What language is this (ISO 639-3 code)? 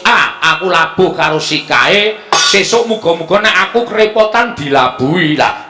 jav